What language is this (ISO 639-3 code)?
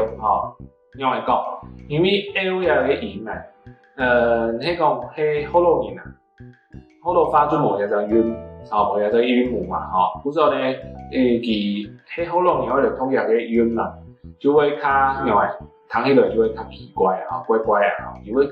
hak